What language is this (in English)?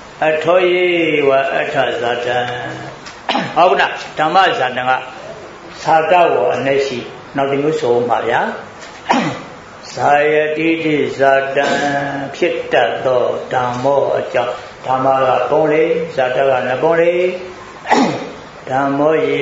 Burmese